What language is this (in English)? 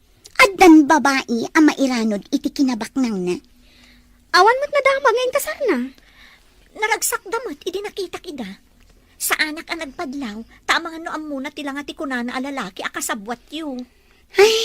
Iloko